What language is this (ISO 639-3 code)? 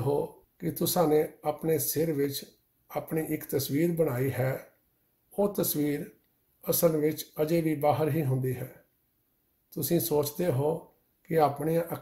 pan